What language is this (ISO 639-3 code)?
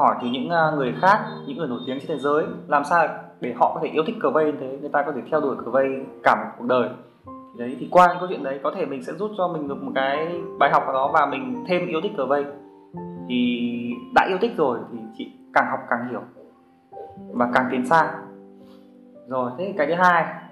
vie